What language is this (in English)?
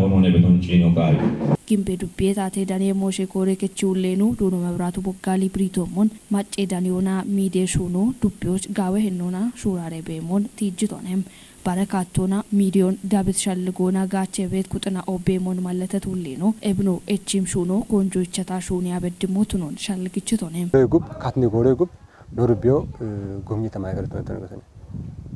Kafa